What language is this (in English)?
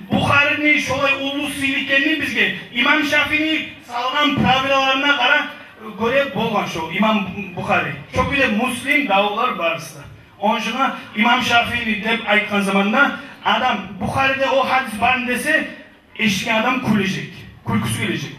Kumyk